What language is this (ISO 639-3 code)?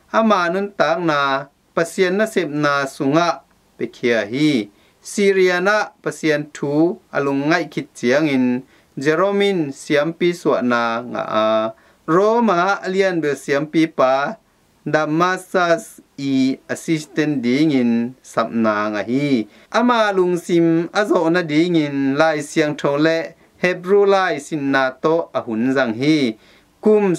ctd